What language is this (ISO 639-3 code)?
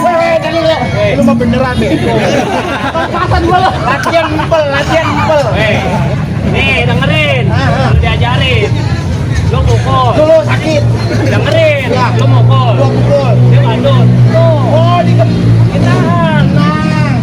bew